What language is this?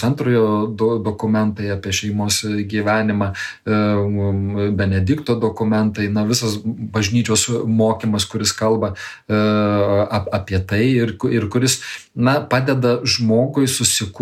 Lithuanian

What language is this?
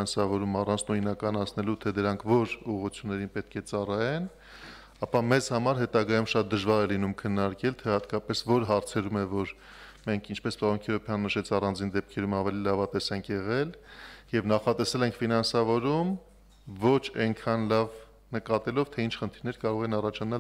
Armenian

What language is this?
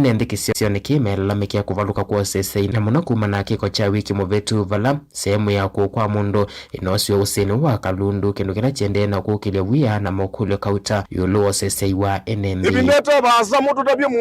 Kamba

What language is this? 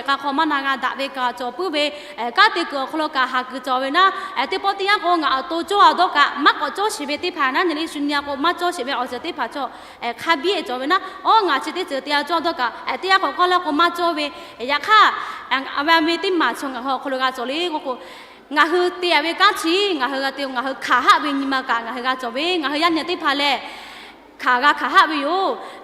Lahu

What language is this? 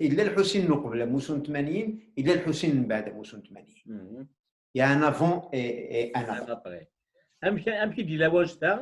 Kabyle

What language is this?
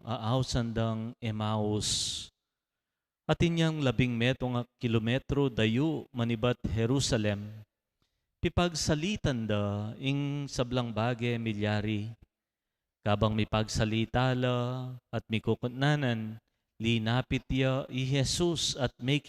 Pampanga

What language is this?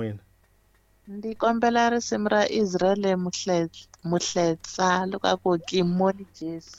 Tsonga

